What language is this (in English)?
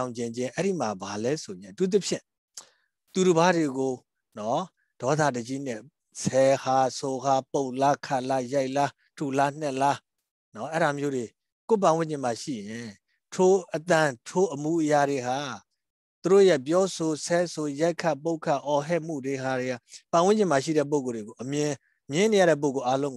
Burmese